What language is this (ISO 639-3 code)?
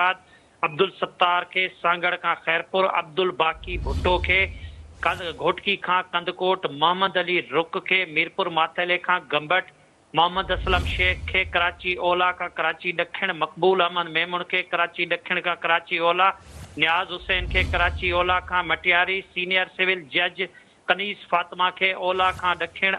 snd